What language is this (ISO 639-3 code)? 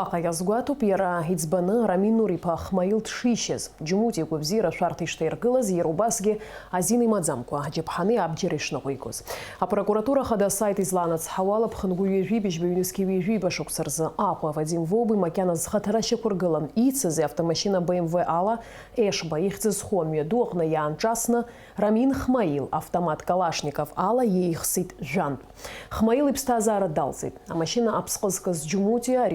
abk